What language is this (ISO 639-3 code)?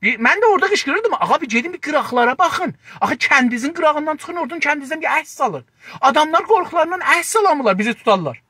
azb